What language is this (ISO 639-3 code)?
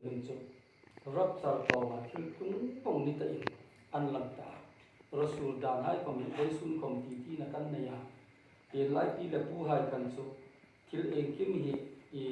hmr